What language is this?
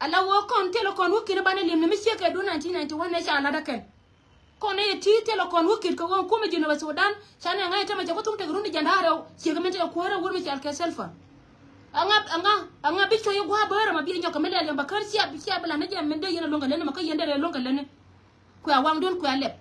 Nuer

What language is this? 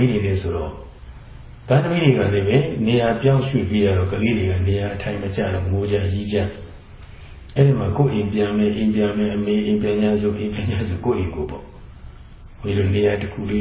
Burmese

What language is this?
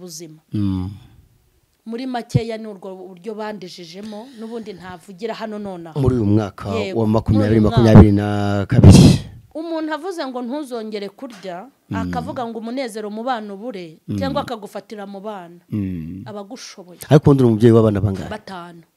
Kinyarwanda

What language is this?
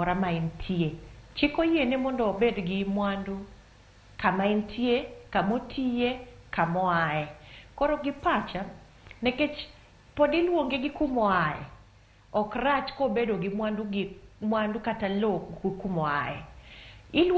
Luo (Kenya and Tanzania)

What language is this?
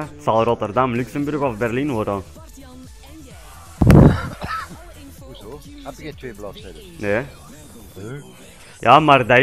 Dutch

